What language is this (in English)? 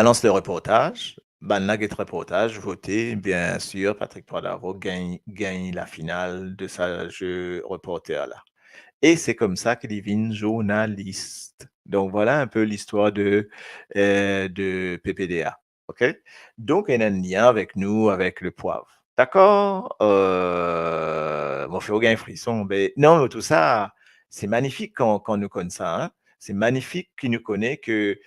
Morisyen